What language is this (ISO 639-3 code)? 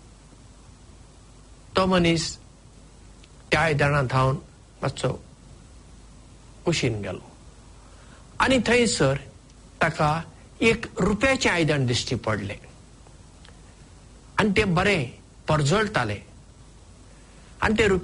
kok